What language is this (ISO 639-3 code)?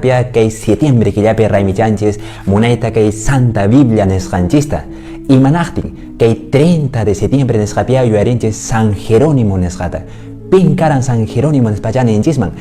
que